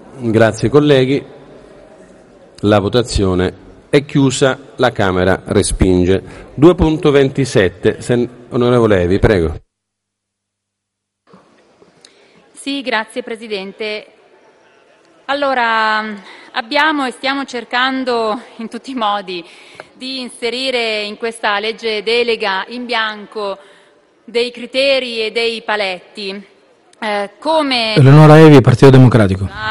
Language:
Italian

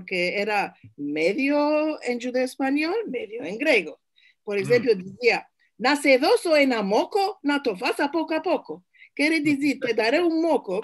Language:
Ladino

